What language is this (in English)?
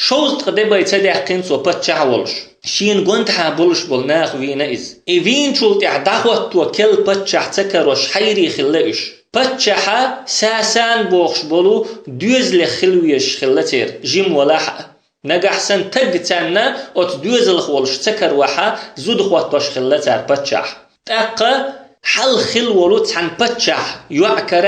Chechen